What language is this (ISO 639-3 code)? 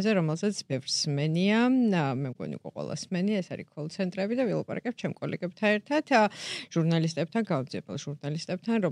kat